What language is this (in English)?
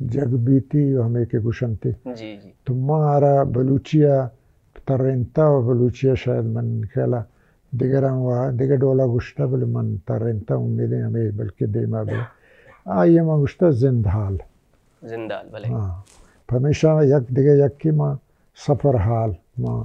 Baluchi